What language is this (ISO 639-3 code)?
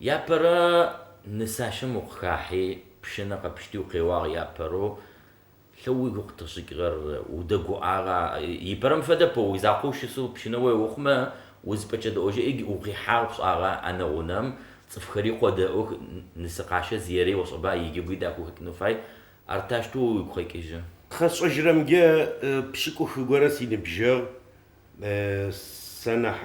ady